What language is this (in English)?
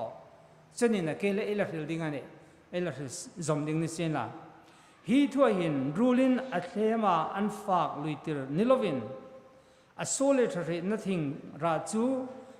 Hmar